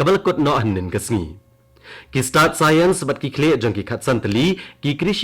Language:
Khasi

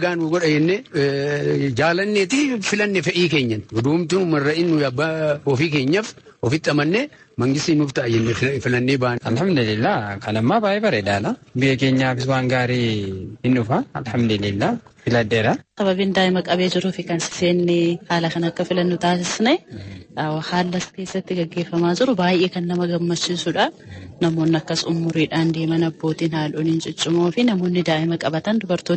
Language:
Oromo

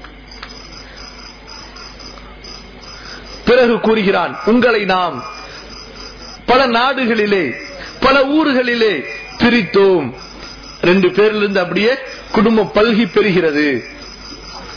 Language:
Tamil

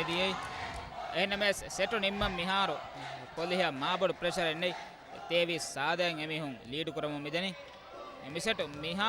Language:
Divehi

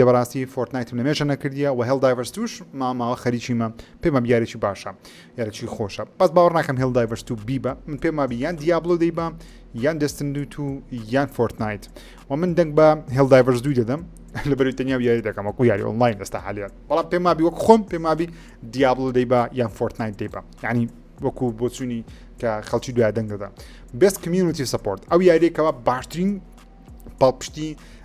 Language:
Central Kurdish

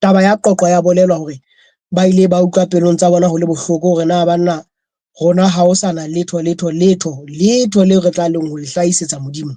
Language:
Southern Sotho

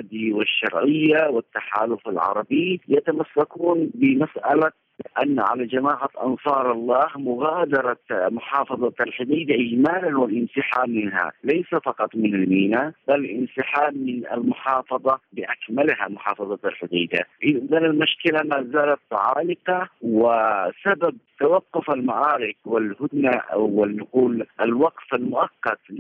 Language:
Arabic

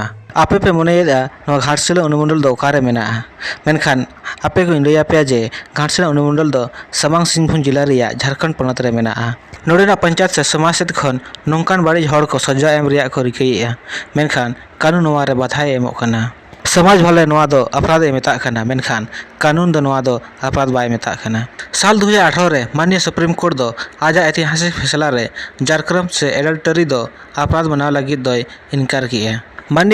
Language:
Santali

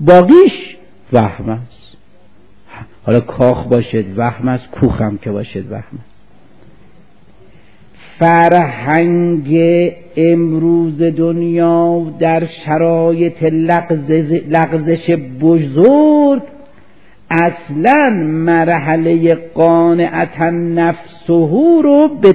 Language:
Persian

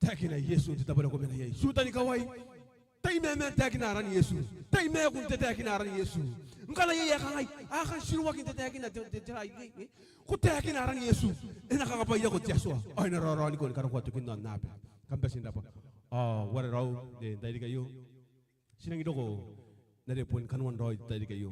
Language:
Gilbertese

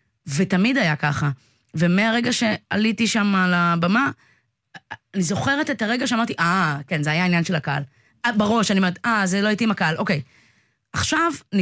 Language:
Hebrew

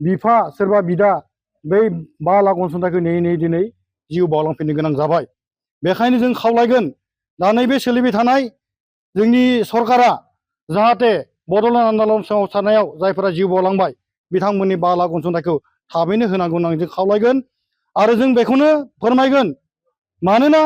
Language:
Bodo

